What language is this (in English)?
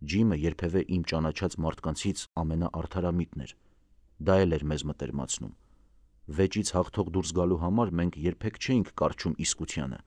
Armenian